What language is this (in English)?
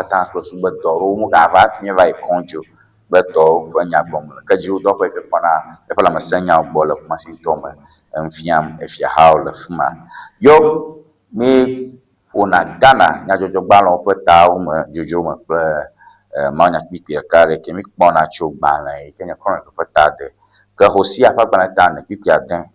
Ewe